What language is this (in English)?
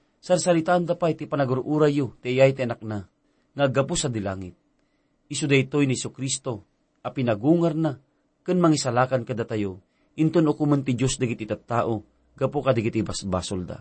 Iloko